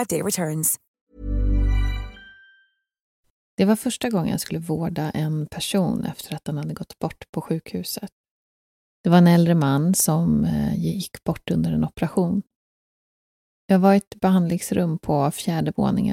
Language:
Swedish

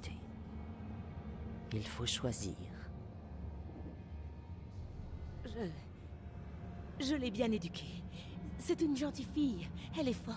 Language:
French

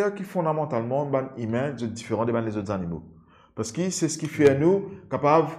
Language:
Morisyen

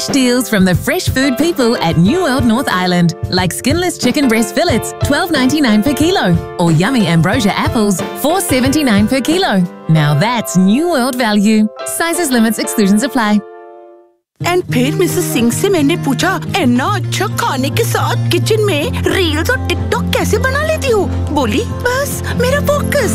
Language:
Hindi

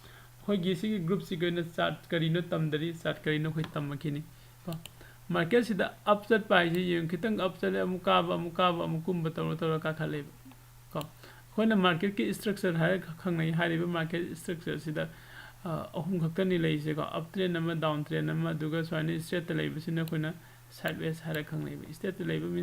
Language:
Manipuri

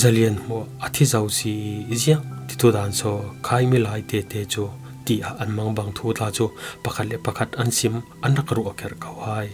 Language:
Falam Chin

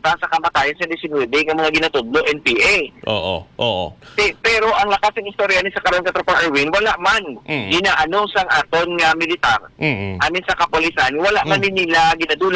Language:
Hiligaynon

